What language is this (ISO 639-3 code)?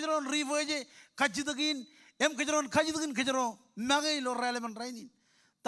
mah